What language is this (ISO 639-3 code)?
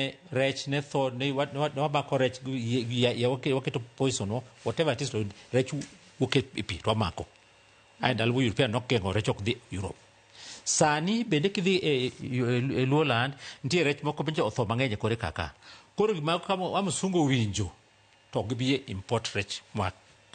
luo